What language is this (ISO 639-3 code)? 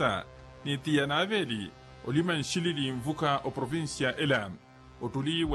vmw